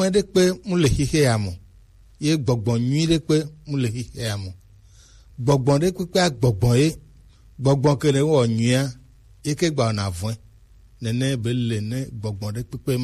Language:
Gen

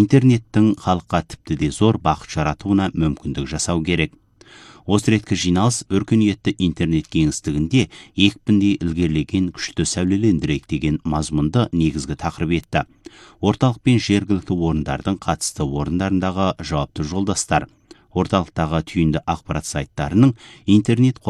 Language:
Kazakh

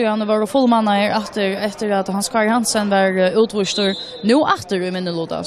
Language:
Faroese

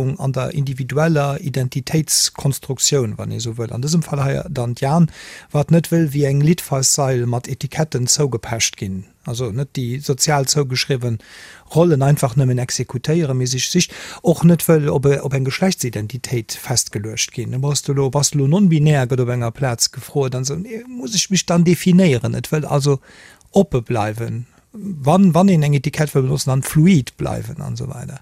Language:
Luxembourgish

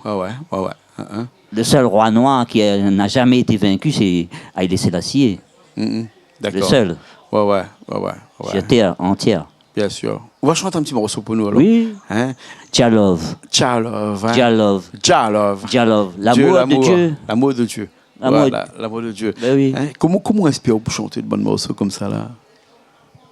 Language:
Réunion Creole French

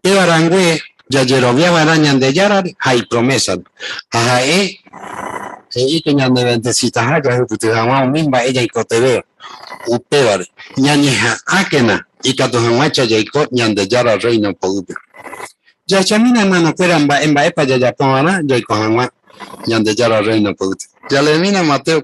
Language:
Guarani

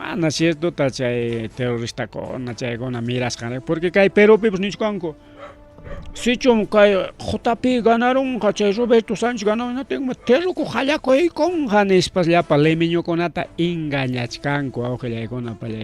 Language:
Ayacucho Quechua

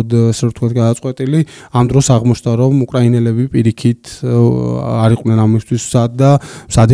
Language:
Georgian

